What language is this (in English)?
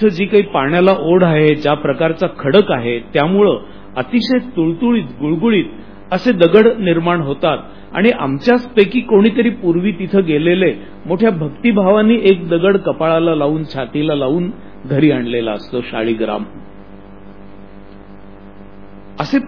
Marathi